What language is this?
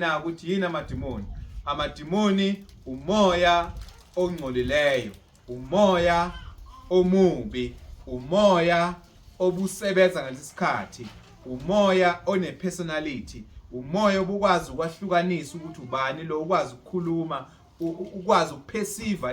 Zulu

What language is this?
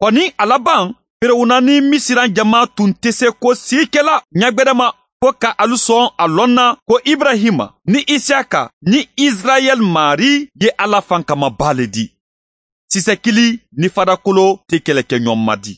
Bambara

